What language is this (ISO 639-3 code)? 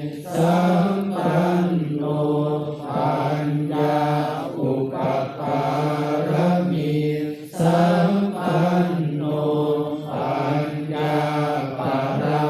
pli